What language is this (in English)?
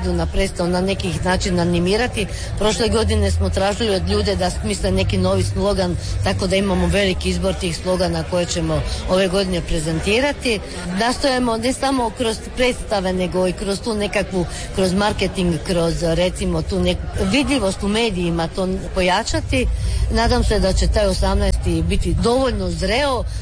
Croatian